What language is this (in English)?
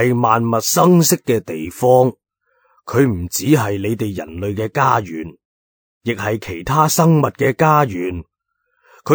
Cantonese